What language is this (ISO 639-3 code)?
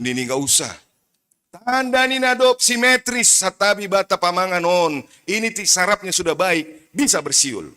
bts